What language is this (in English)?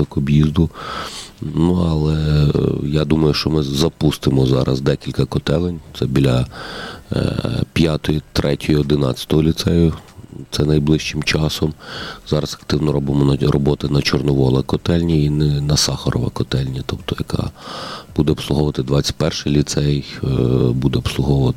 Ukrainian